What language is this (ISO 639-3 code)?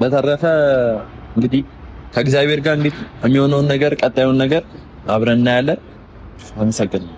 amh